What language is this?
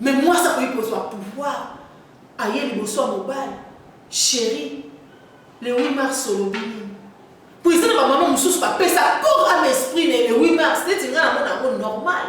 Lingala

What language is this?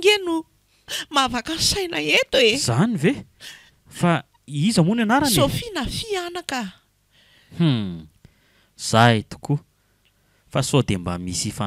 Malagasy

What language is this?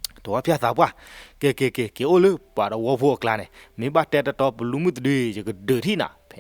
S'gaw Karen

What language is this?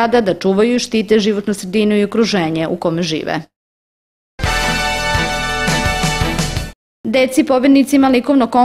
Serbian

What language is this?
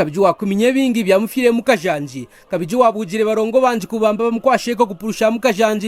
Kaonde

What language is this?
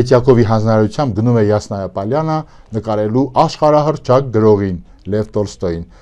Armenian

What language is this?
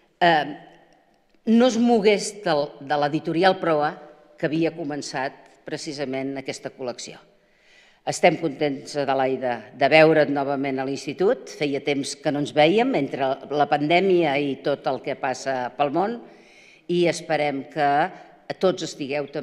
Catalan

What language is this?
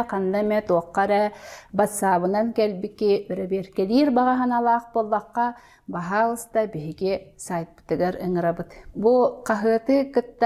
Yakut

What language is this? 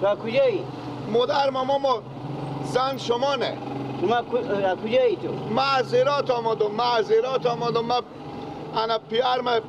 Persian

